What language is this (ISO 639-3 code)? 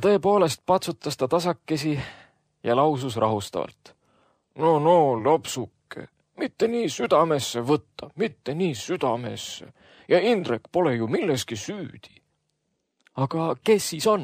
est